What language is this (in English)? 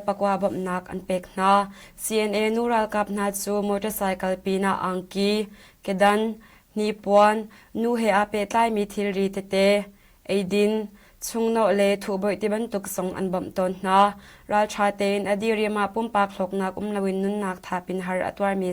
Hakha Chin